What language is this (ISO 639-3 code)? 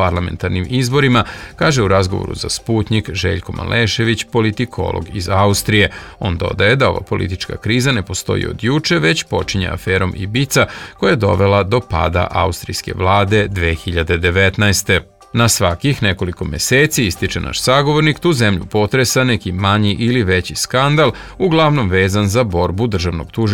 srp